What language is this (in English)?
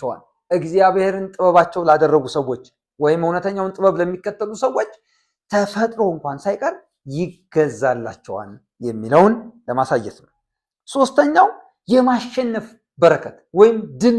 Amharic